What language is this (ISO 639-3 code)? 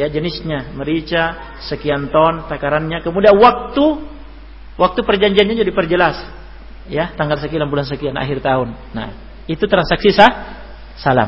ind